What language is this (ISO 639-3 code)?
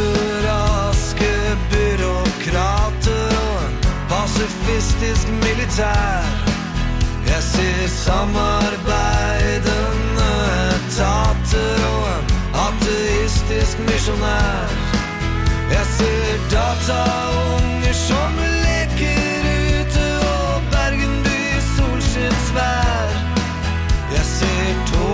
nor